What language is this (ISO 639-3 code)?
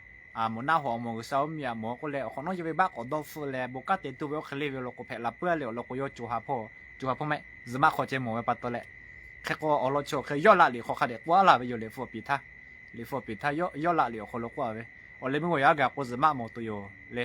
lhu